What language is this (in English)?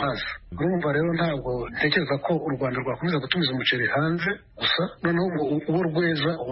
Kinyarwanda